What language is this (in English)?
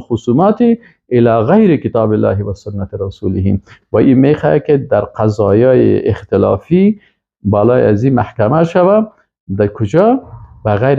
Persian